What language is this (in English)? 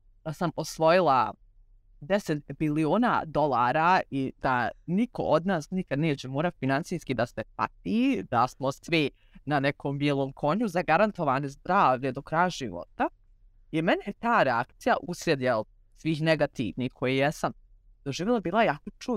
Serbian